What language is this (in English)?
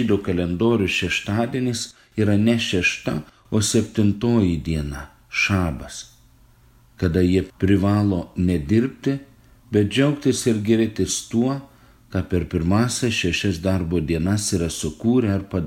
Lithuanian